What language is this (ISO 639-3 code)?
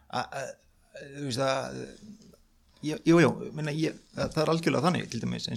isl